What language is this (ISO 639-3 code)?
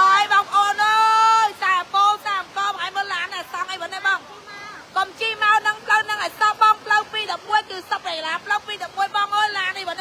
khm